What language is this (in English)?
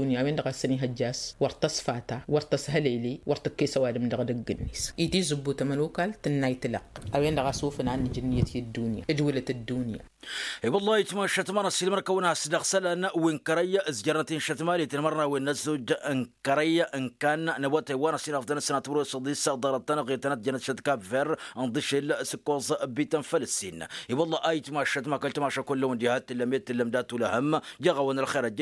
Tamasheq